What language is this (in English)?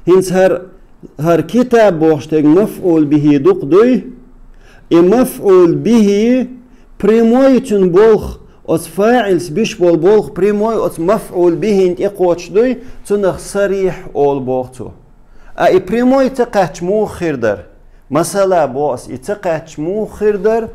Chechen